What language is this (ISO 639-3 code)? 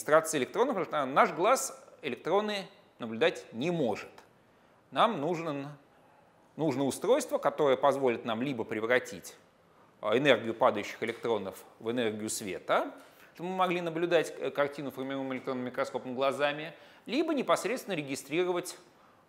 rus